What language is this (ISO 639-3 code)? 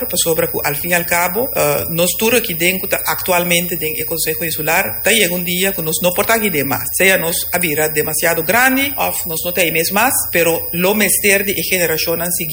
pap